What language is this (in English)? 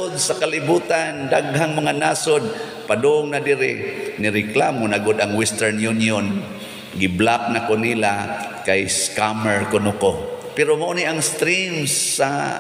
Cebuano